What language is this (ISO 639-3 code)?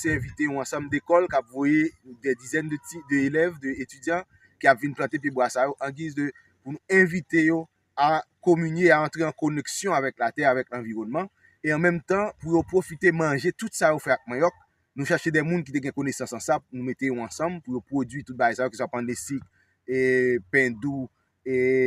hat